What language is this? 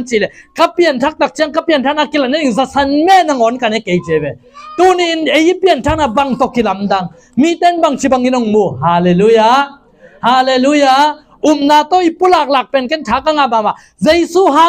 Tedim Chin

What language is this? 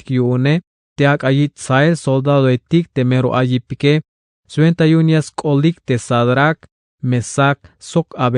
Tzeltal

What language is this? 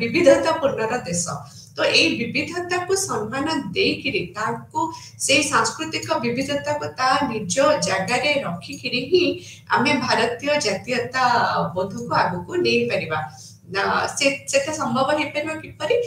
Odia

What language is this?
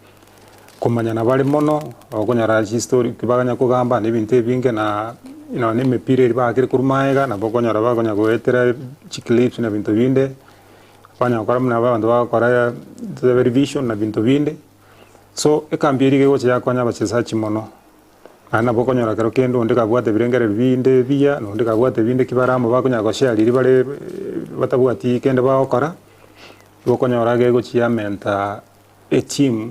Gusii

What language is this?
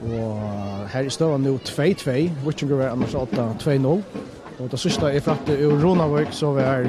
Faroese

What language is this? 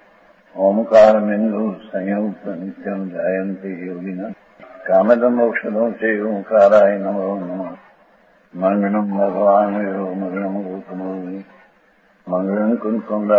Gujarati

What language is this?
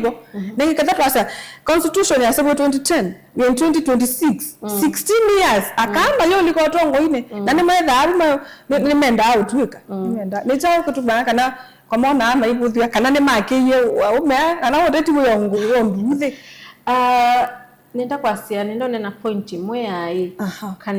Kamba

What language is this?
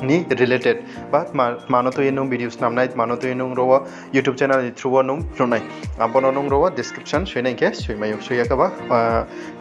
Riang (India)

